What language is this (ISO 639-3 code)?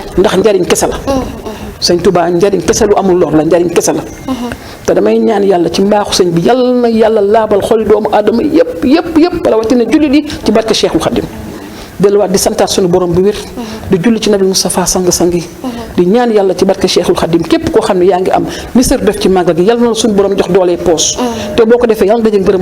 wol